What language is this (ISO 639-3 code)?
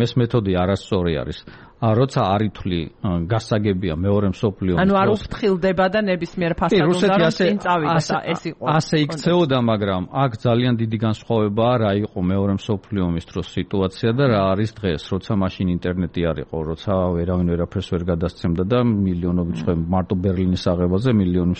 kat